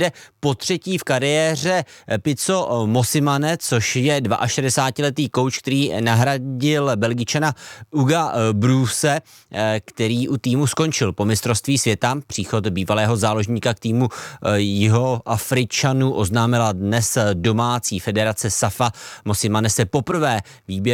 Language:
Czech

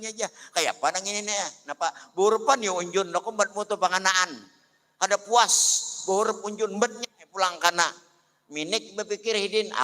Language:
Banjar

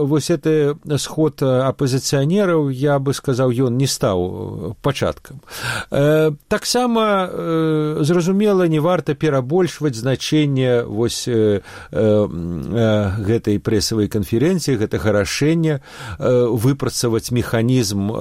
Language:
Belarusian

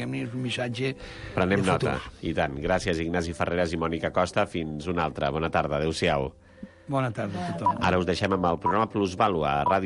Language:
Catalan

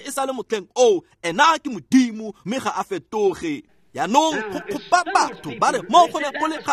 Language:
Tswana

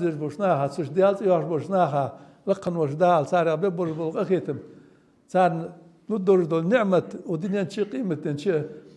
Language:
Ingush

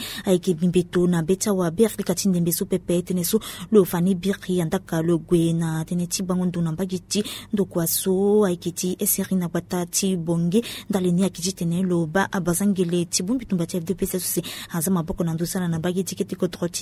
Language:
Sango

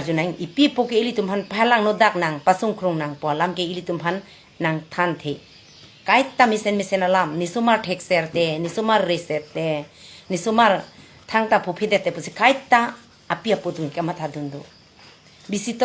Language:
Karbi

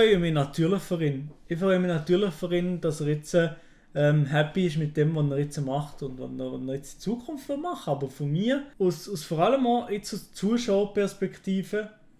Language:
Swiss German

